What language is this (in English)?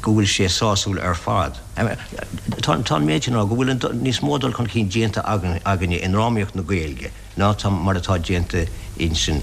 Irish